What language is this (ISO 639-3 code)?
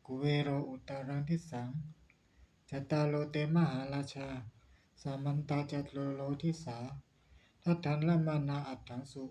pli